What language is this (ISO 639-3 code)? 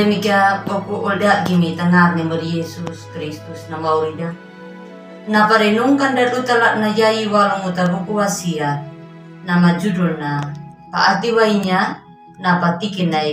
akg